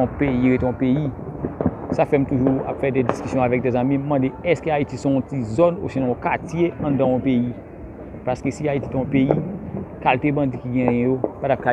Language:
Haitian Creole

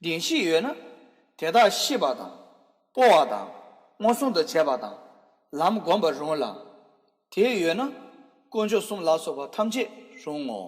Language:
Tibetan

